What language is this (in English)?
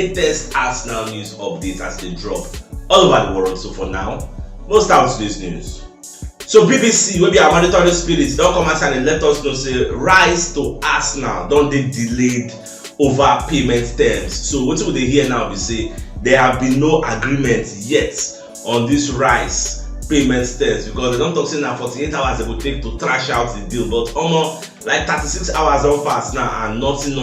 Nigerian Pidgin